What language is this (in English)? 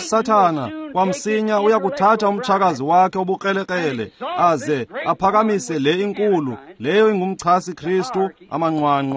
Xhosa